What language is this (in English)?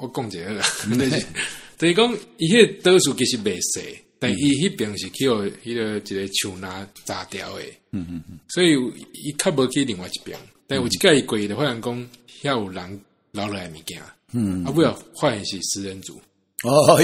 Min Nan Chinese